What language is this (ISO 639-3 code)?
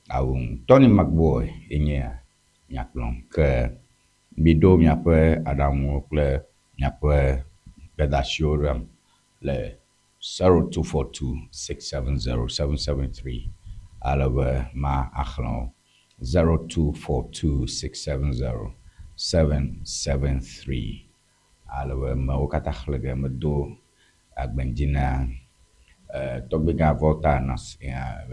ewe